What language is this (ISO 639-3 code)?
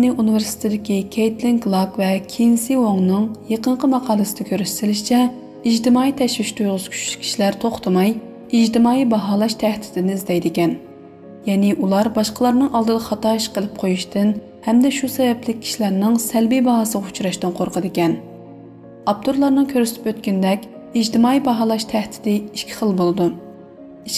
uig